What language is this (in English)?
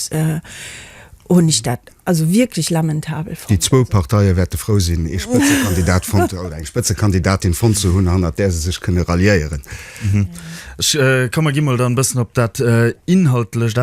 Luxembourgish